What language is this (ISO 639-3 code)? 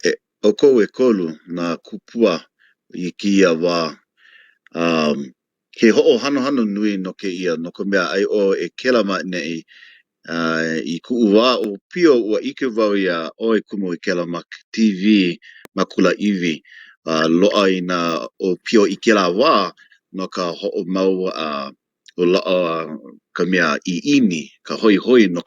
haw